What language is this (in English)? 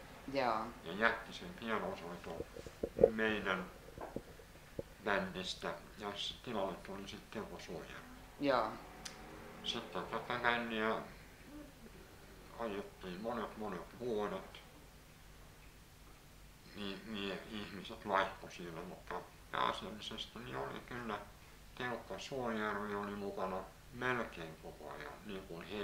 Finnish